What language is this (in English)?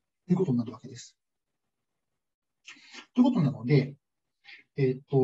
Japanese